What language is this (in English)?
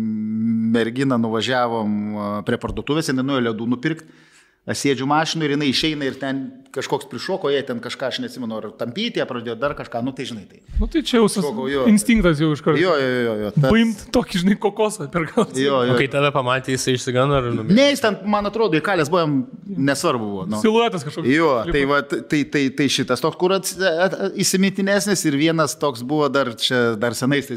Lithuanian